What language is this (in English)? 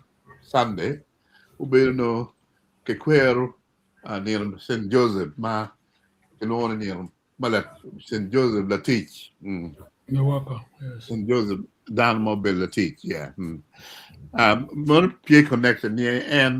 Acoli